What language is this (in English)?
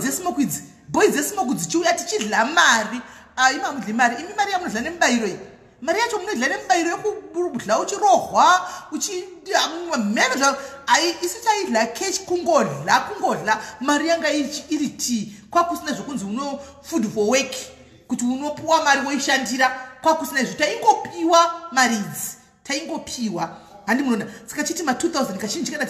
Shona